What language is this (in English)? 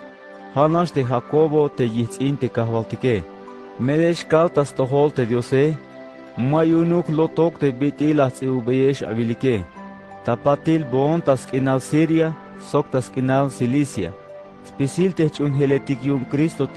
Tzeltal